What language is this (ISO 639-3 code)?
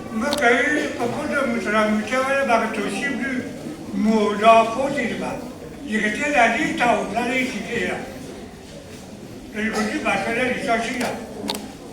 ksw